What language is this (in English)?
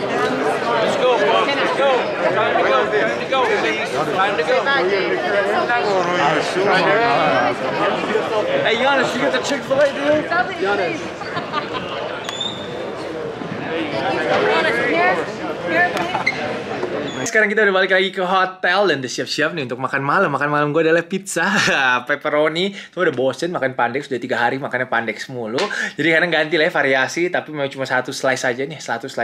Indonesian